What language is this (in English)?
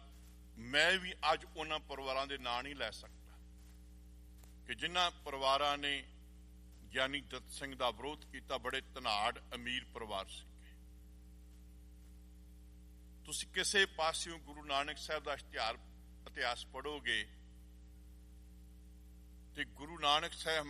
Punjabi